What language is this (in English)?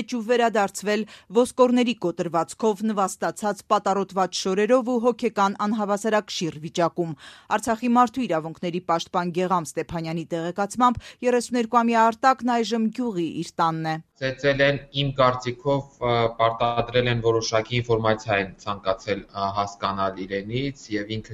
Armenian